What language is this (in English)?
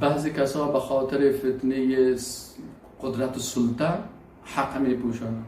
Persian